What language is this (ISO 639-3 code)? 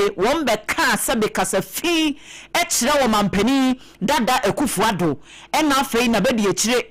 aka